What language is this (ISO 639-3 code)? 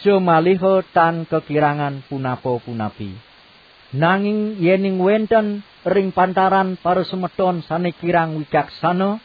ban